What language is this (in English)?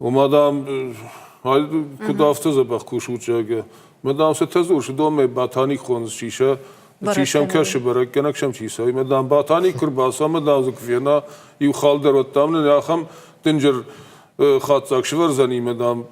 Ossetic